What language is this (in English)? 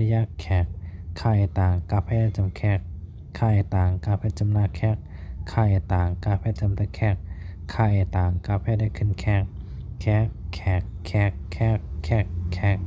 Shan